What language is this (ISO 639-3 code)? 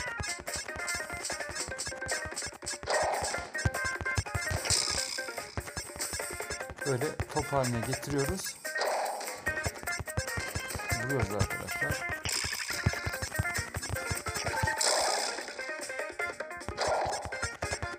tur